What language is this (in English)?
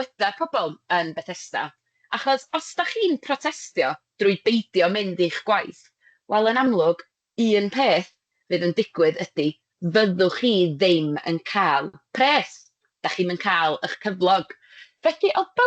Welsh